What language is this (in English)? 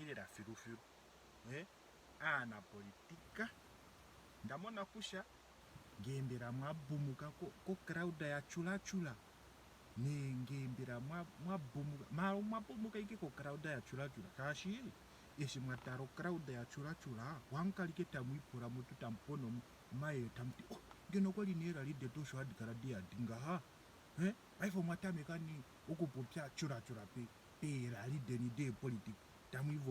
Ndonga